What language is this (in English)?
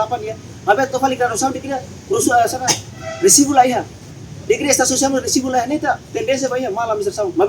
Tetum